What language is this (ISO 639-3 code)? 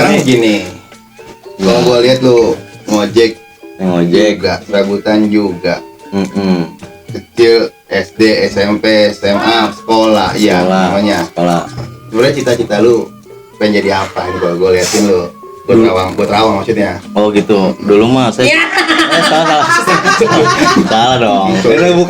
bew